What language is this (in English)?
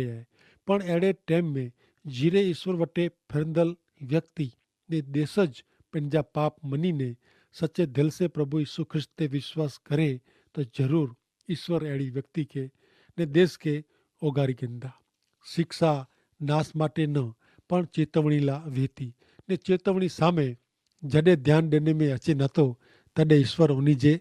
Kachhi